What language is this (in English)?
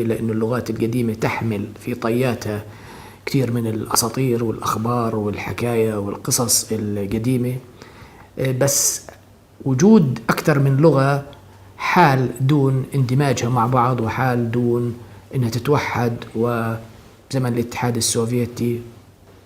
North Levantine Arabic